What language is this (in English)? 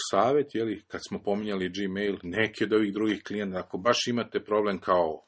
Serbian